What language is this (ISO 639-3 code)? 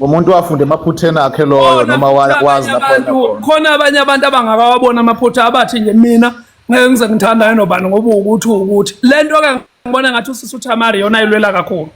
zul